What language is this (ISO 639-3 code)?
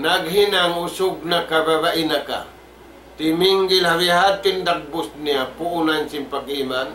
tsg